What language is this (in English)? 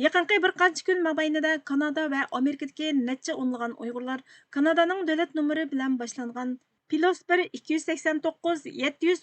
Uyghur